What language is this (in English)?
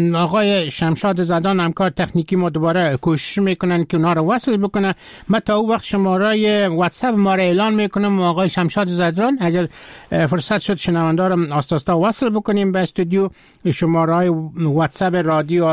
Persian